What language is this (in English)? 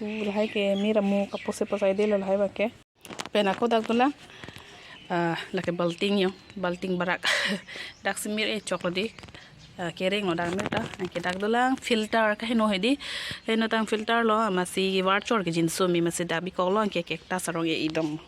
Karbi